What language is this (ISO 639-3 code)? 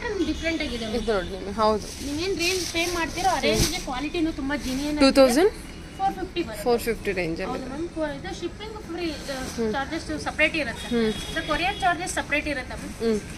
kan